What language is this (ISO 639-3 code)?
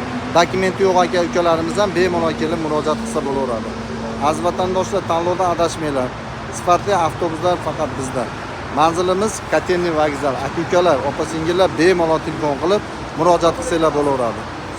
uzb